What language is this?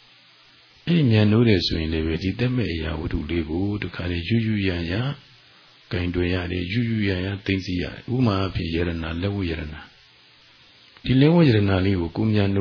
Burmese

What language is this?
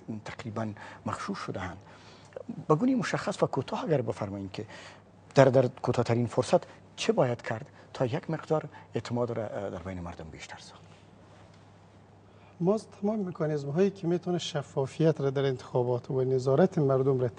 Persian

